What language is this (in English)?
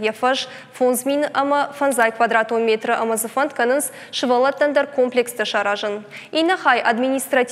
Ossetic